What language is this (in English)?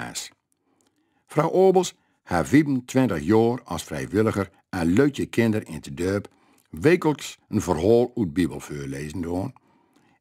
Gronings